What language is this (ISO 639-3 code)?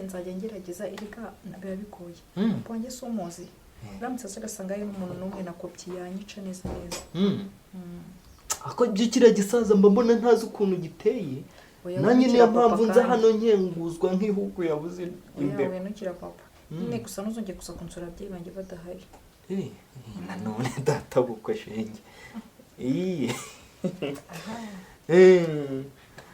kin